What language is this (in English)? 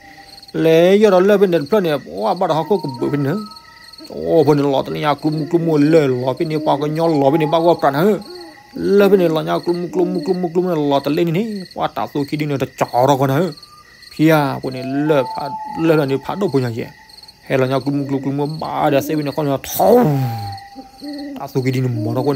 S'gaw Karen